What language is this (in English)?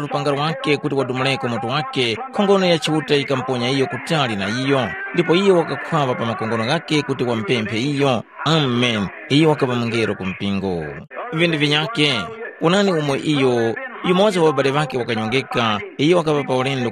Tumbuka